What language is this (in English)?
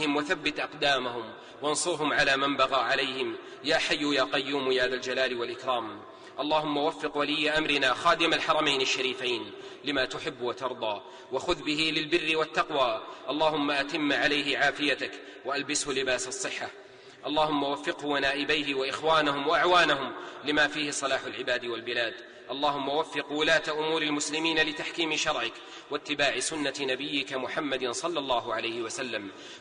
Arabic